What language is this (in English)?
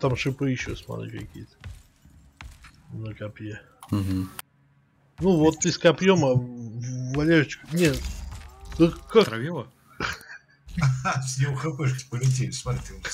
Russian